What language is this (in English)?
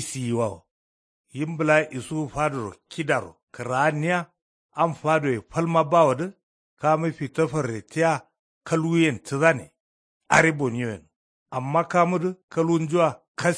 Kanuri